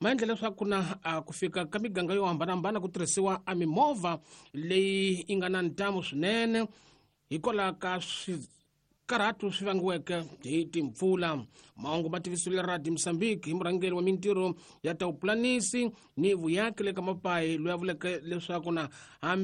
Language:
Tsonga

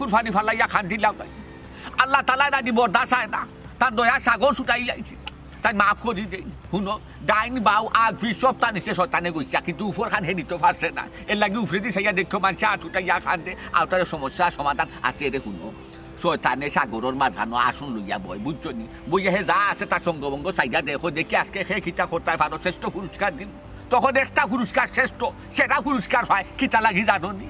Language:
Sylheti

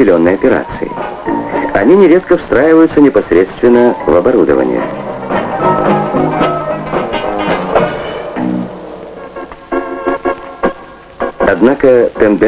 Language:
Russian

